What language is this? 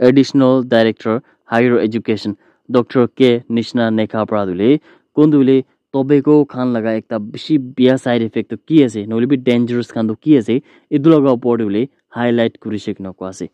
Naga Pidgin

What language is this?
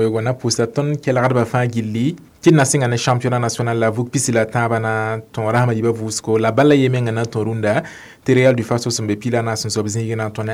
Mossi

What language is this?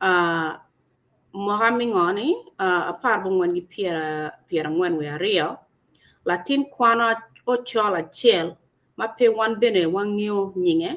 Acoli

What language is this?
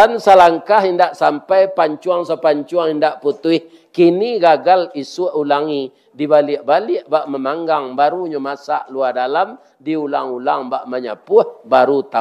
Minangkabau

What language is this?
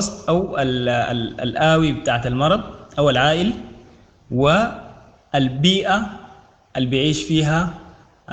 Sudanese Arabic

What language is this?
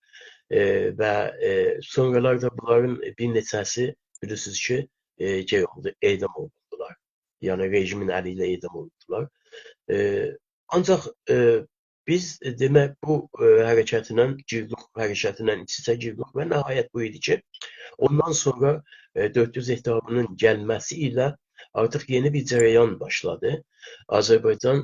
South Azerbaijani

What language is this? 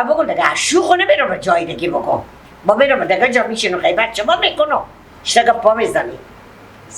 Persian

